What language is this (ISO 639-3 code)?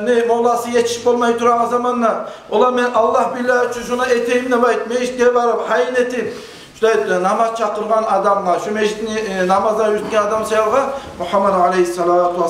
kum